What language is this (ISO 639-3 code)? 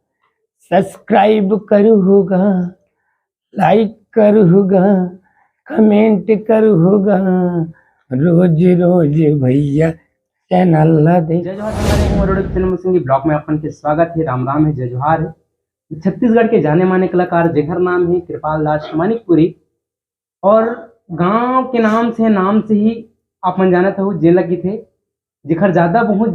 hne